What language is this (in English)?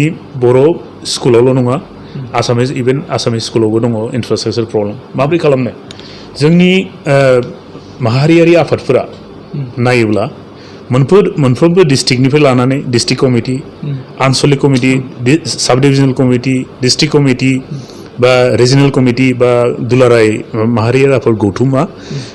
Bodo